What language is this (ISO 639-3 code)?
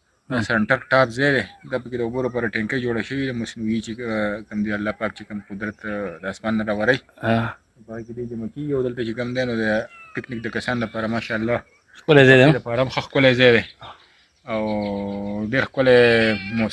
pus